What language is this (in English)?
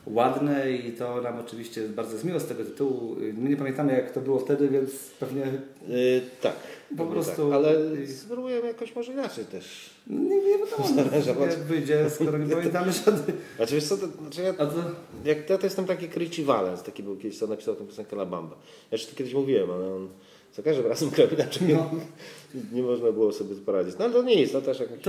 Polish